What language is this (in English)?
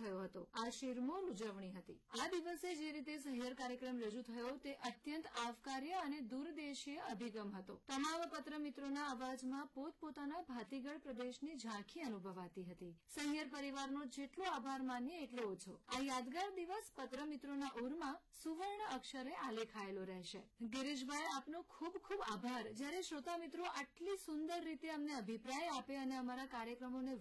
Gujarati